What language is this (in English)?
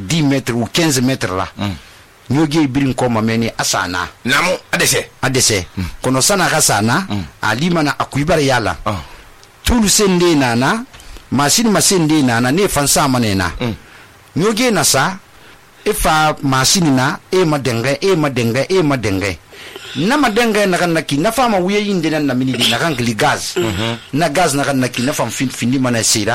Susu